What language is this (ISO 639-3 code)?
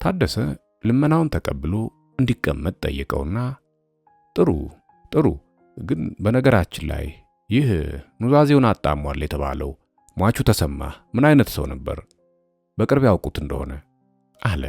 amh